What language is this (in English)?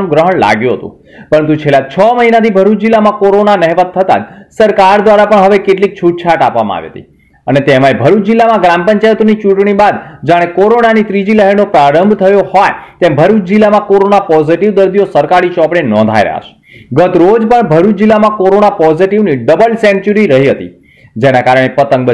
Gujarati